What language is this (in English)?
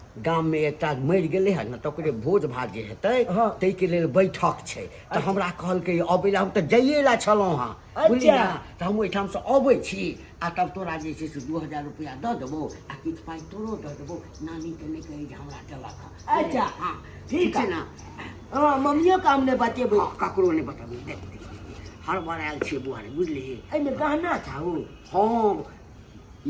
Maithili